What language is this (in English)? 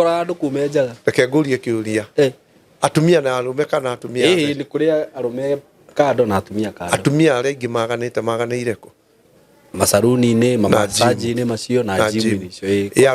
Kikuyu